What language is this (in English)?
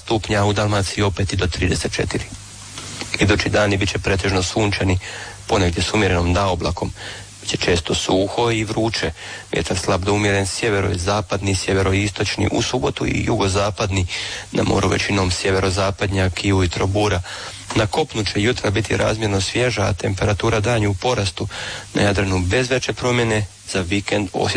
Croatian